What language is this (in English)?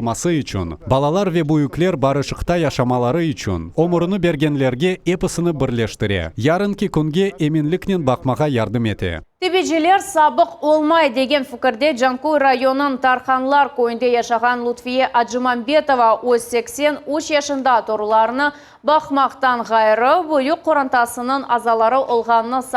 Crimean Tatar